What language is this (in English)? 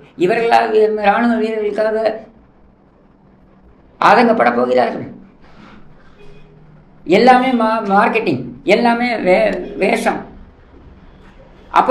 Tamil